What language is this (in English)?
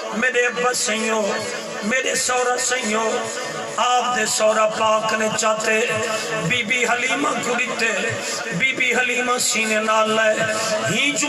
Saraiki